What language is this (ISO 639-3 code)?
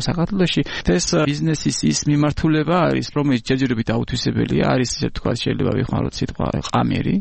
kat